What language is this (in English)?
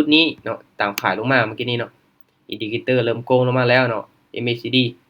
Lao